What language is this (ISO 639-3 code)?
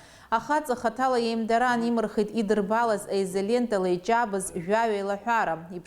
abk